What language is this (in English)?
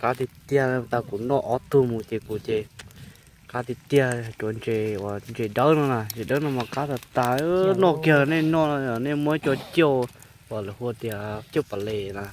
Hmong